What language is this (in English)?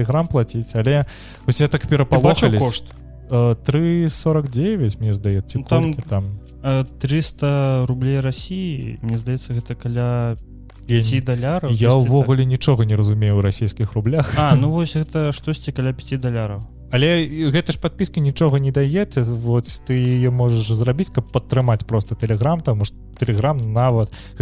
Belarusian